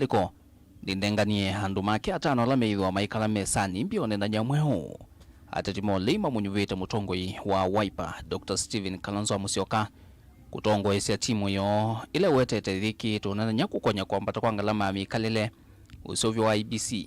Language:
Kamba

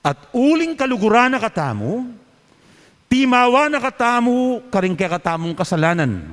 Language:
Pampanga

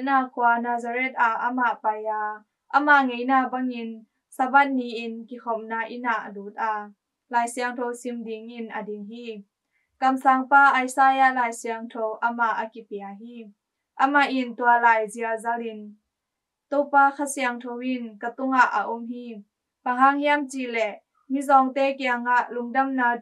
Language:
Tedim Chin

